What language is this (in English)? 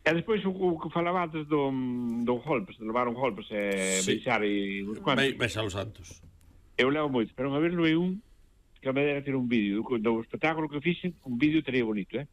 Galician